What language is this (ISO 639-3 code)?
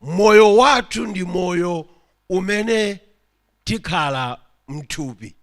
nya